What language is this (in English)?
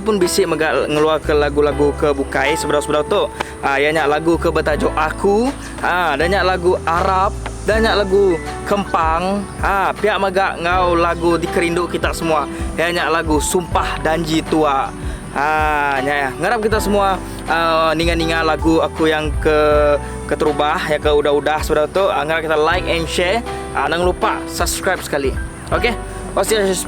Iban